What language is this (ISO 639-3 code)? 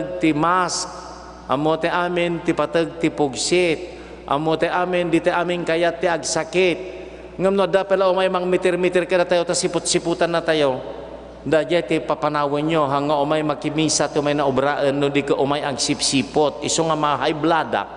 ilo